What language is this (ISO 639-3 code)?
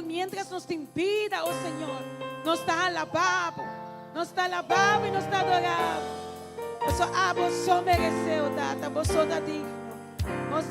pap